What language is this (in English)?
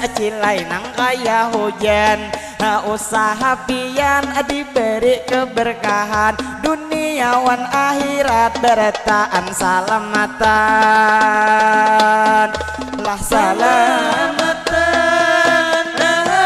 Banjar